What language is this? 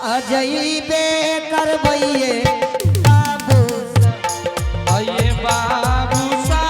Angika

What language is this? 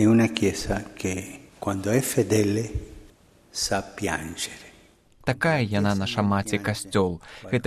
Belarusian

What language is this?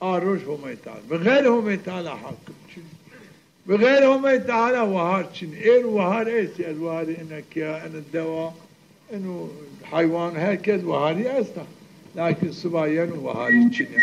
Zaza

